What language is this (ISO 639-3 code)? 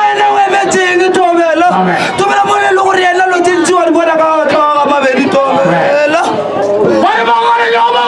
nso